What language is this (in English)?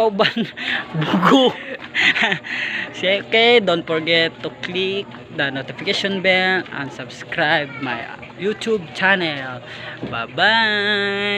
Cebuano